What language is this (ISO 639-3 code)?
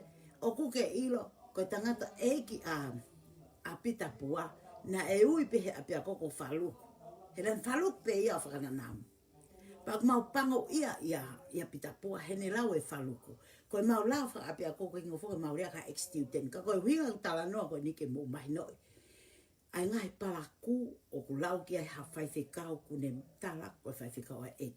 ton